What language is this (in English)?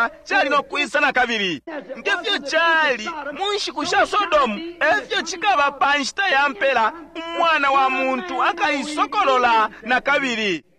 Bemba